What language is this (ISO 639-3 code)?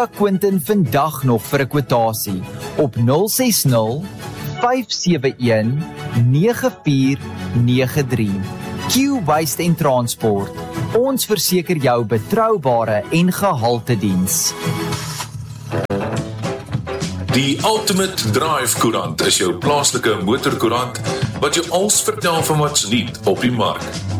afr